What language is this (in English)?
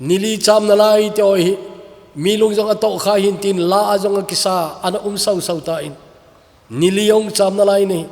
Thado Chin